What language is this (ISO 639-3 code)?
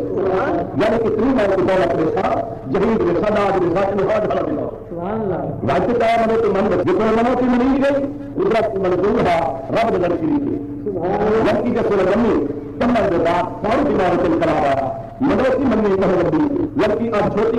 skr